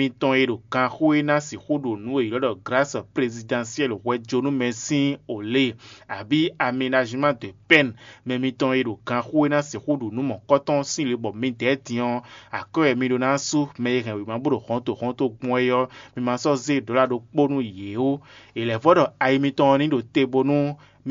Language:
Fon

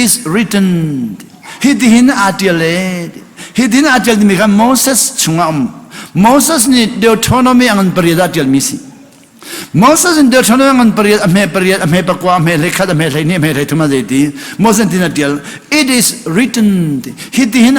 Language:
Hakha Chin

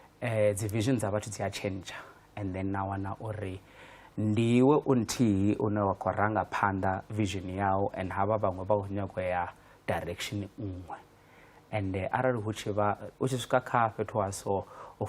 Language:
Venda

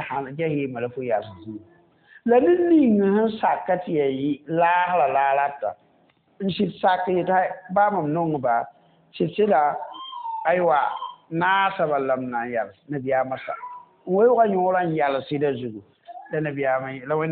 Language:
Mossi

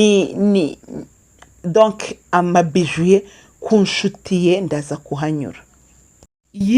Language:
Kinyarwanda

